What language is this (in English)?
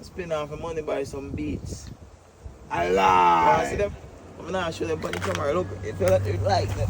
Jamaican Creole English